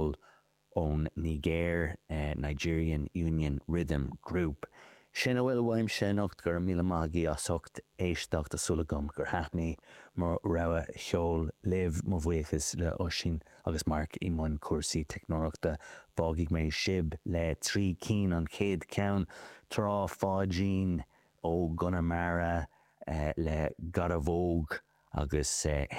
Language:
Irish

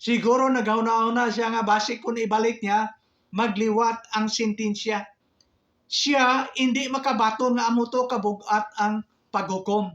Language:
Hiligaynon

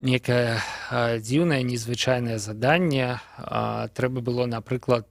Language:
Belarusian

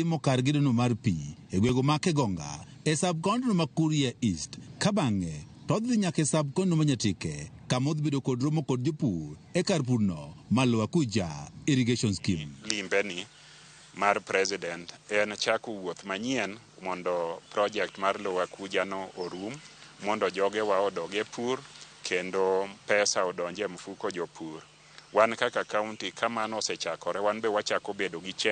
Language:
Luo (Kenya and Tanzania)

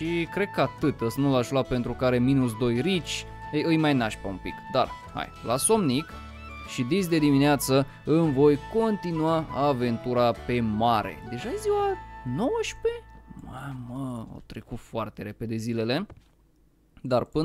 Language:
Romanian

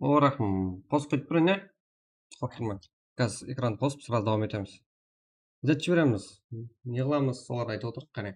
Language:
Kara-Kalpak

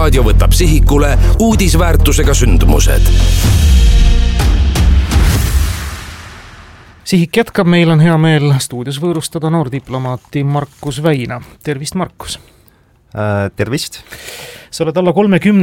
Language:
Estonian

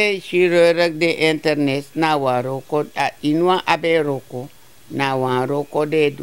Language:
Sranan Tongo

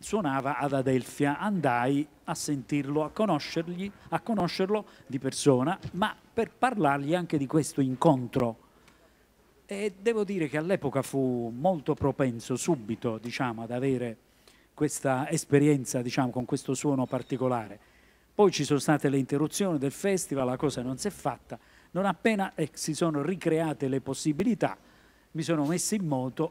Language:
Italian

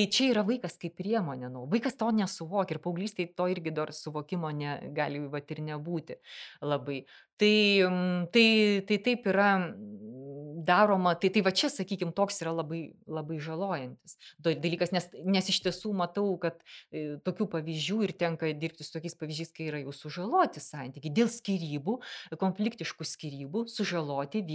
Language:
Lithuanian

